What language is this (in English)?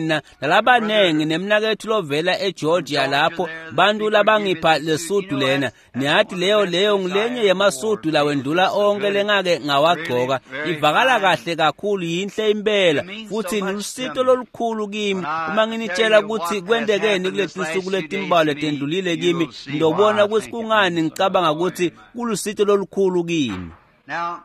Swati